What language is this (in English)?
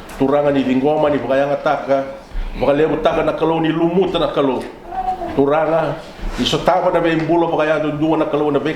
Fijian